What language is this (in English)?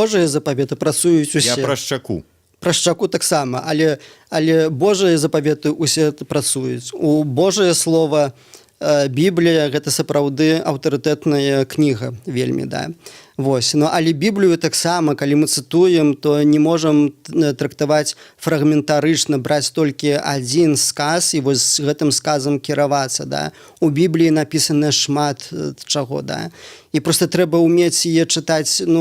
Belarusian